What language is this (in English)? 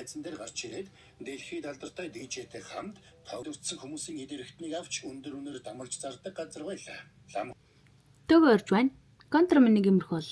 Mongolian